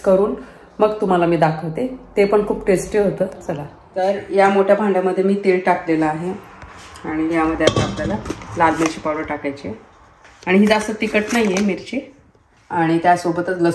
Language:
Marathi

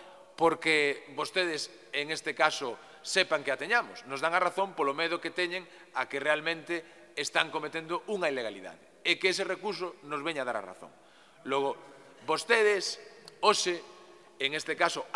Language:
Galician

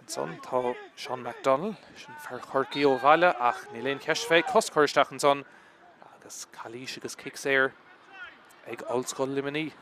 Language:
Irish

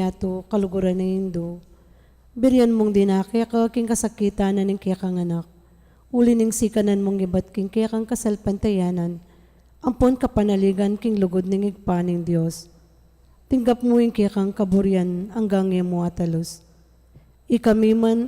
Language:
Pampanga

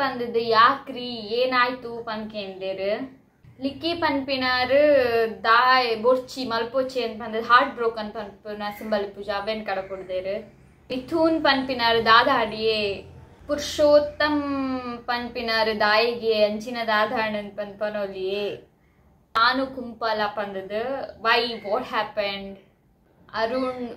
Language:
Tulu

